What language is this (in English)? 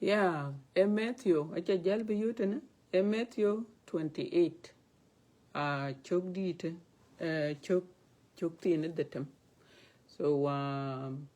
Dinka